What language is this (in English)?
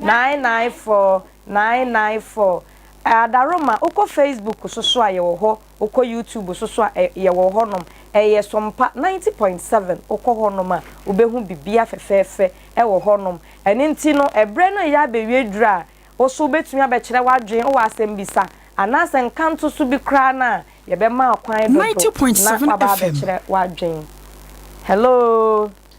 Akan